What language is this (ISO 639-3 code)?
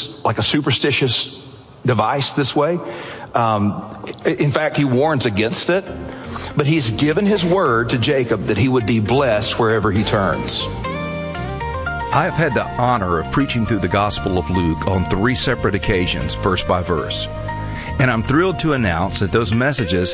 eng